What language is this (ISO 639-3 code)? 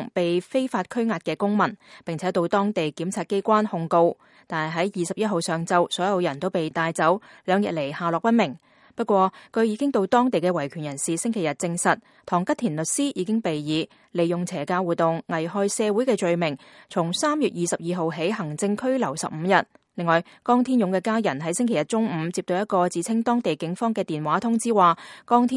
yue